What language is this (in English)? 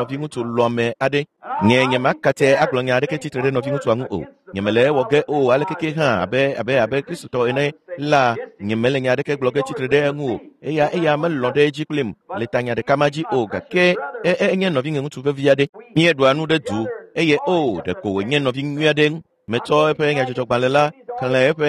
Ewe